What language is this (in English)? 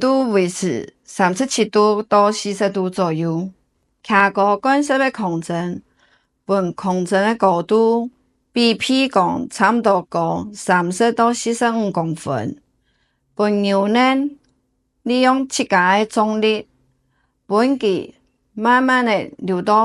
Hakka Chinese